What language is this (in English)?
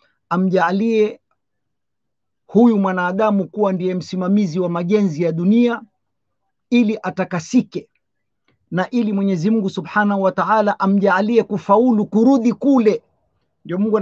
Swahili